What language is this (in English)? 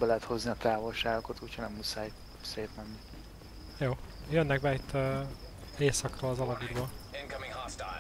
Hungarian